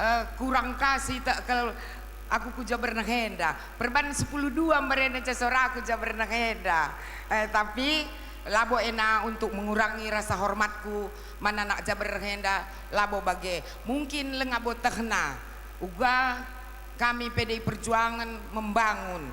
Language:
Batak Karo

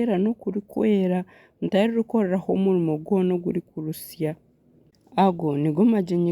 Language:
Nyankole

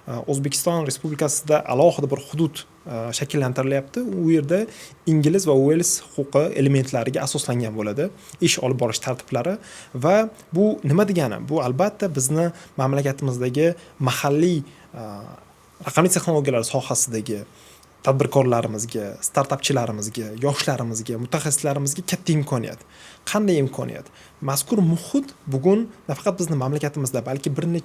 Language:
Uzbek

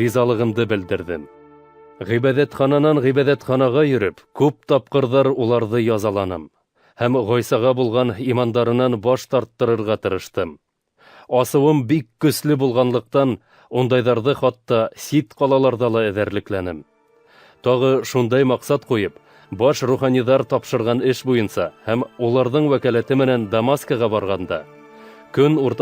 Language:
Bashkir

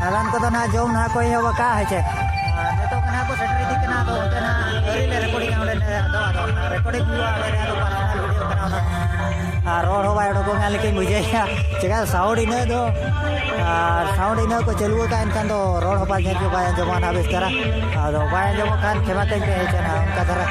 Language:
Santali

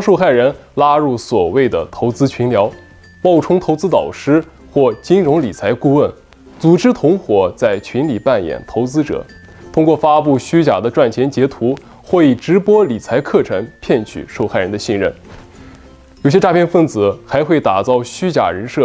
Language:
Chinese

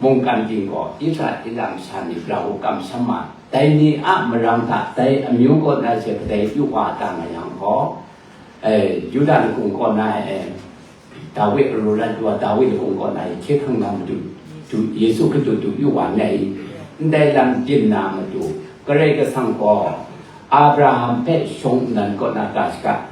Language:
Kachin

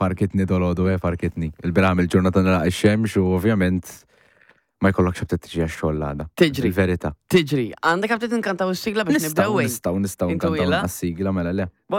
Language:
Maltese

